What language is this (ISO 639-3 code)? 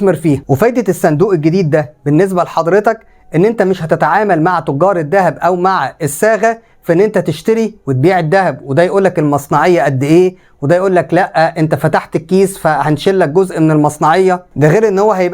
arz